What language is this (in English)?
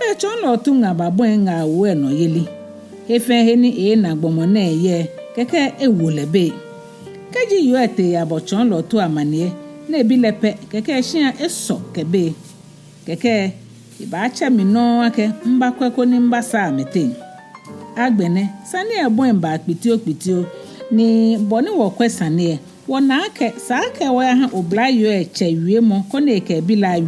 Ga